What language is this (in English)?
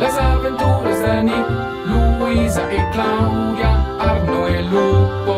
Romansh